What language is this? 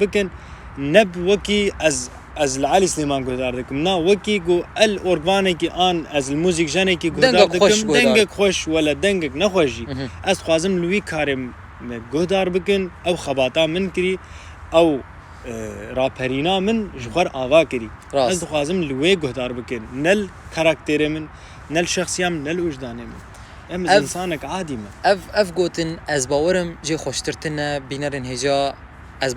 Kurdish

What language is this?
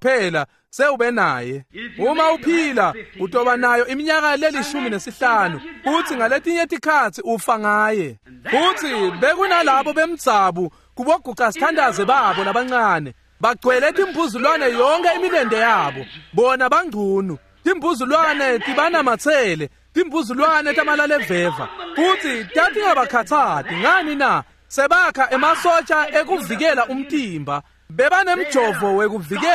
Swati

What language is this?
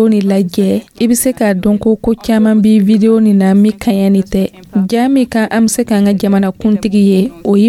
Dyula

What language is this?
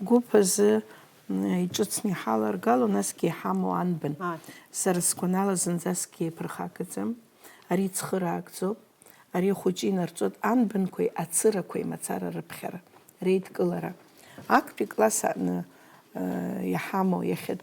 Abkhazian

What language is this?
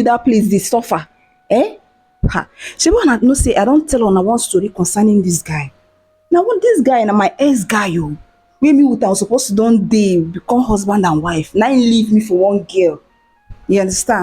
Nigerian Pidgin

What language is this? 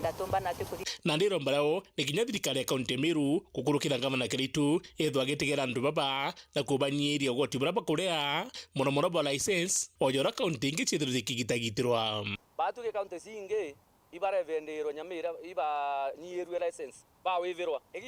Meru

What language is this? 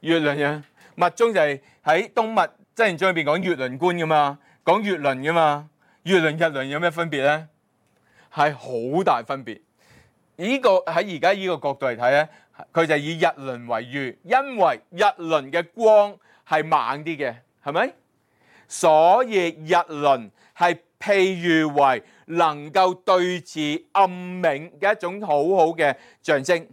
Cantonese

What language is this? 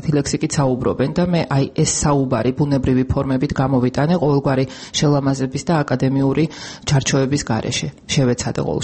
Georgian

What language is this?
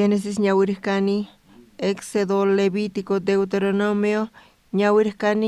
South Bolivian Quechua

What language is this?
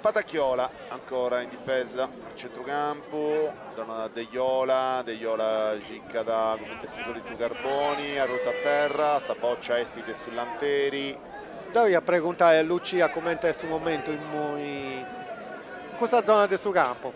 Sardinian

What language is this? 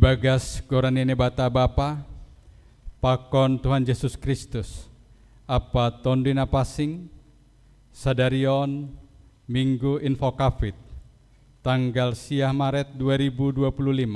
Batak Simalungun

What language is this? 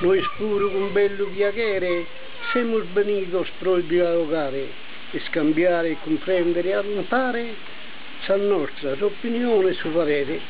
Sardinian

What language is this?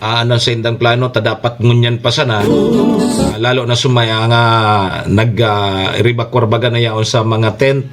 Bikol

